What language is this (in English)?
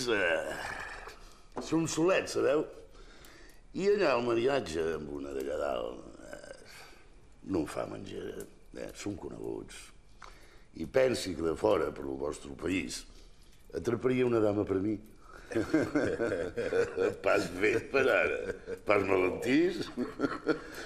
Catalan